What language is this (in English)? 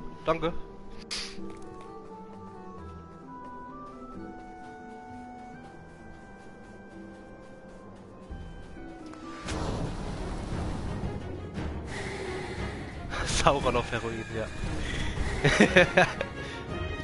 German